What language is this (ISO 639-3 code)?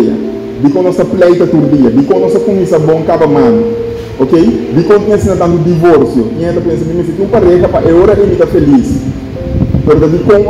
pap